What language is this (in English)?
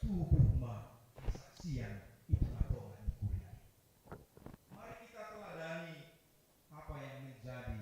Batak Simalungun